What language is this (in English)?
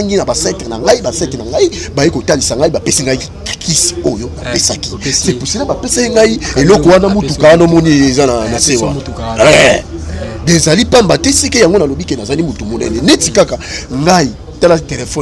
Lingala